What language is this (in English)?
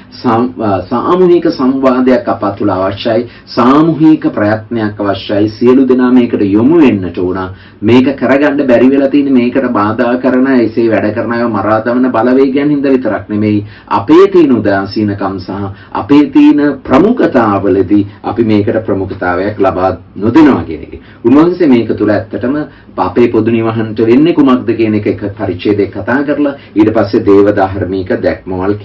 Sinhala